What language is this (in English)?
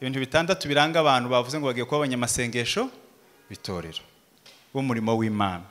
Kinyarwanda